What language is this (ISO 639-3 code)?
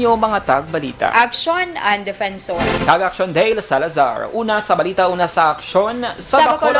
hil